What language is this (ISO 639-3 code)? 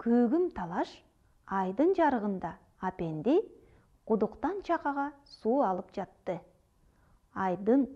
kir